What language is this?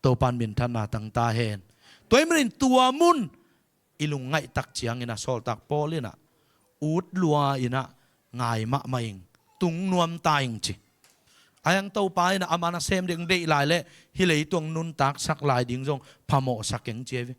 Tedim Chin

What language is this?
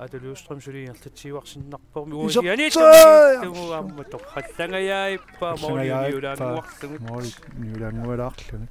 Kalaallisut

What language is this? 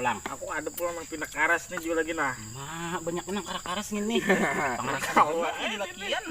Banjar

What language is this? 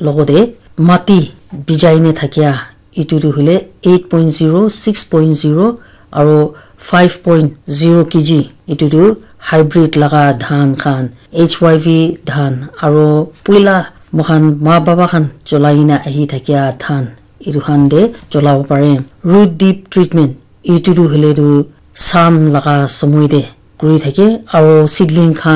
Naga Pidgin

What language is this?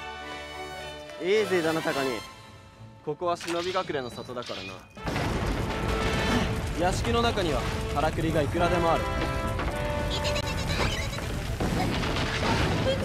Japanese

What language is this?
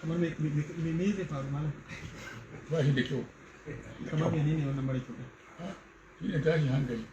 Hausa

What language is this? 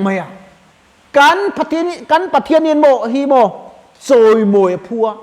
Mizo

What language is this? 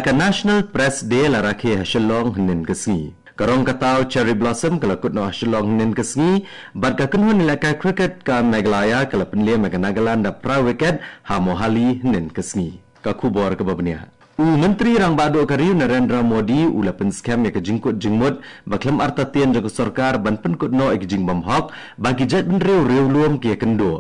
Khasi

